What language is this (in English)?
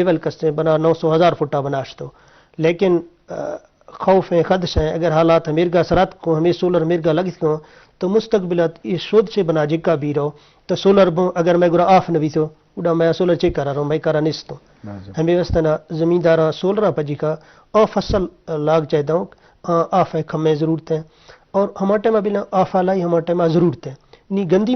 Eastern Balochi